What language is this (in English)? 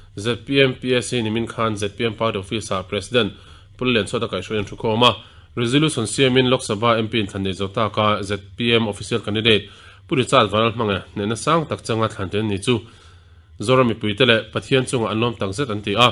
Mizo